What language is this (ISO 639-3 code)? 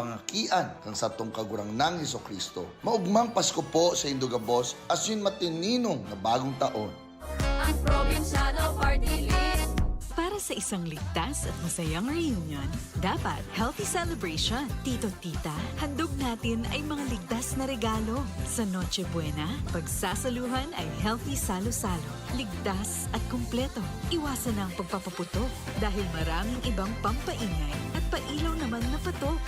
bik